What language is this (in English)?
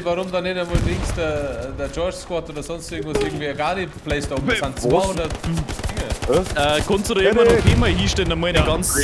Bavarian